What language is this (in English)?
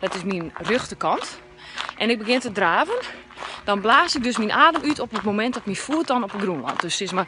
Western Frisian